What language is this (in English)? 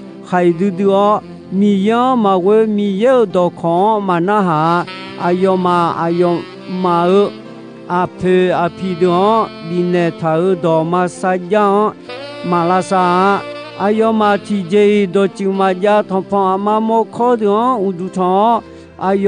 Akha